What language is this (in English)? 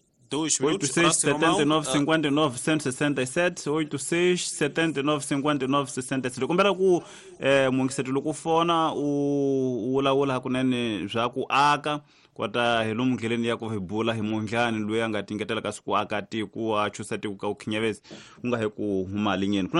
Tsonga